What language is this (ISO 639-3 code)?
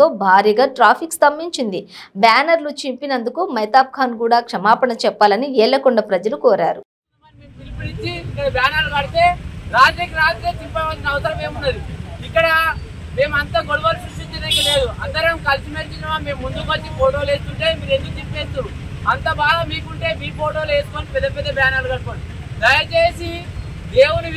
tel